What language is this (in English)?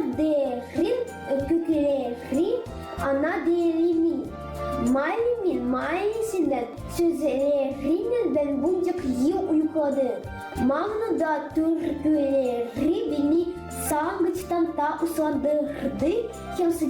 Gagauz